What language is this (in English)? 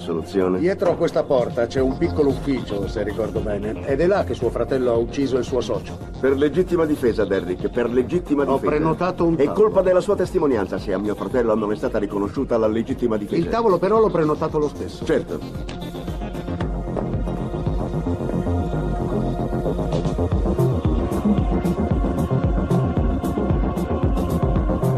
Italian